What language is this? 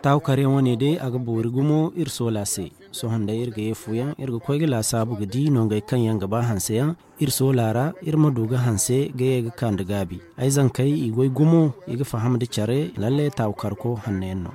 Zarma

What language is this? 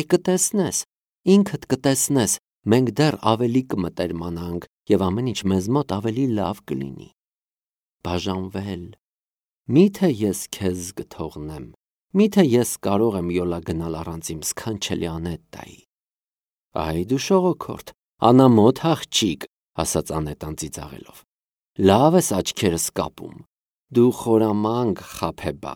Armenian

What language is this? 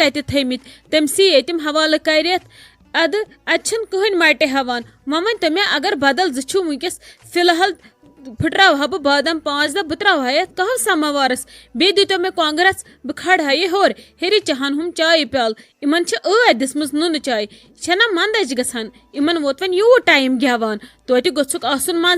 Kashmiri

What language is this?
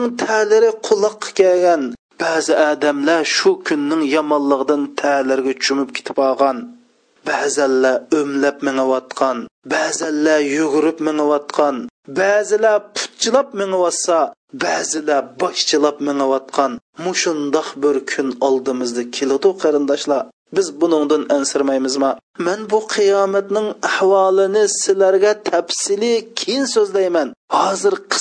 Uyghur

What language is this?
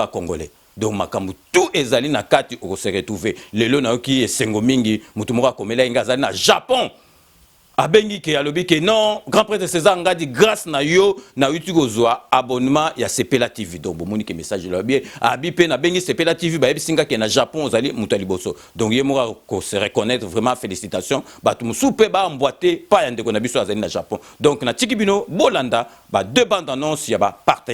Lingala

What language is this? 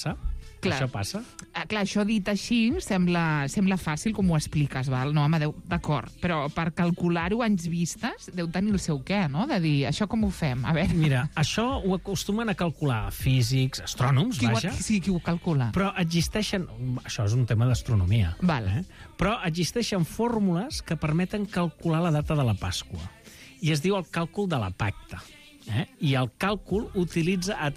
Catalan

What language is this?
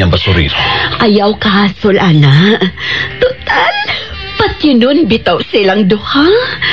Cebuano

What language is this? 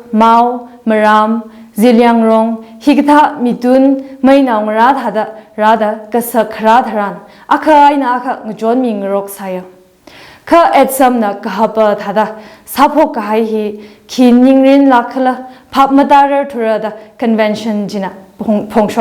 Tangkhul Naga (India)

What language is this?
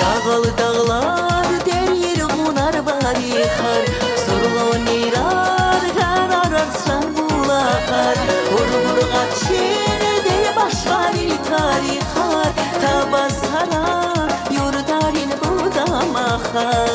Tabassaran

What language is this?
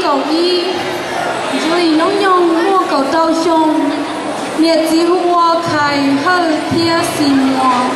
Hmong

